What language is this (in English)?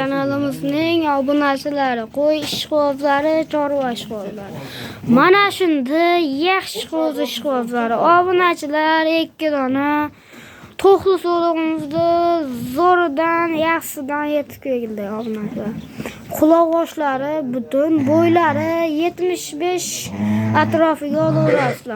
Uzbek